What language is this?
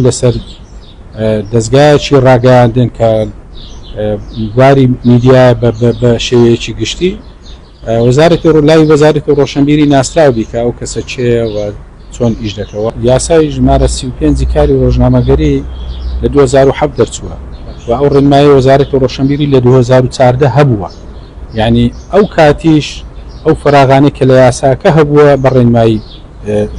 Central Kurdish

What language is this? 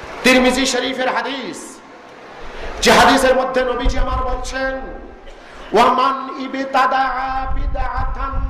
Bangla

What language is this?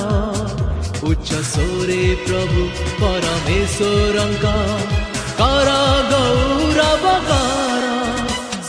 Odia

